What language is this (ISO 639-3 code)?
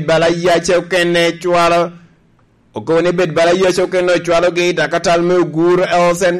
laj